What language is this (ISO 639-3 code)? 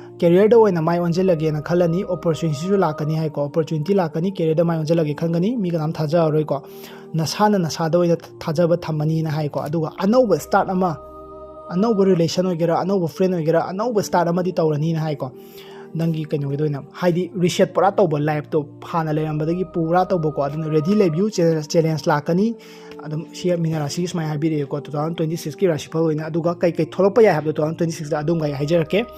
mni